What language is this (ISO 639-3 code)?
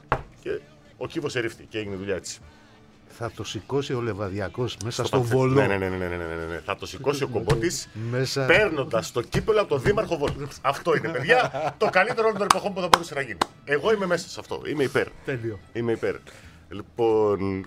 ell